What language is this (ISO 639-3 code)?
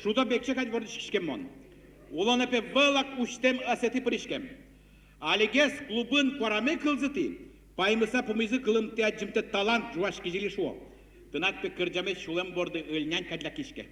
udm